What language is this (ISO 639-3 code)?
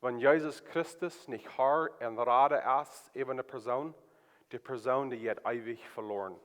pdt